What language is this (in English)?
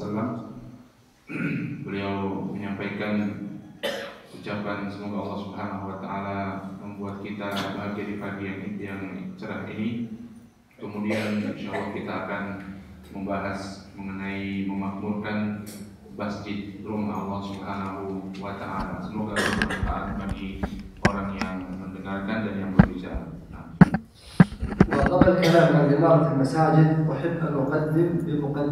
Indonesian